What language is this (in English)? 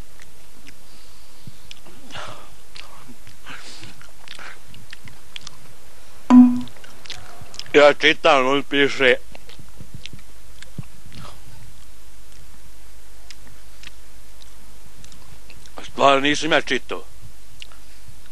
Bosnian